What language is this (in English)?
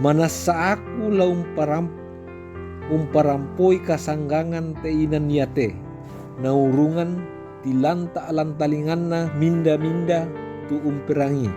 Toraja-Sa'dan